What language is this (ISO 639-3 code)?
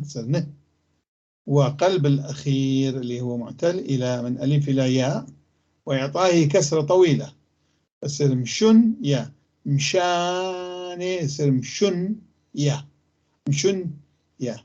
apc